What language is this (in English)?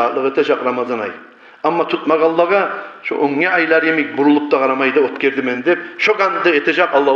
Kumyk